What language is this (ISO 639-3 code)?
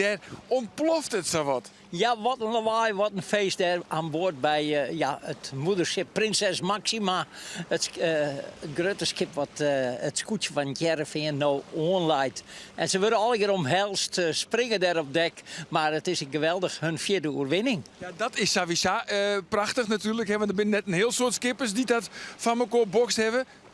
fry